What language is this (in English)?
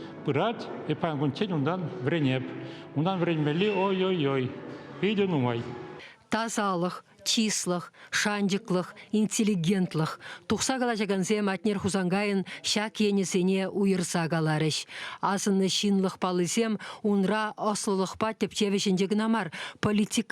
Chuvash